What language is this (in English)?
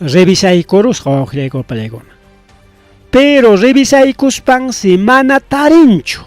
Ayacucho Quechua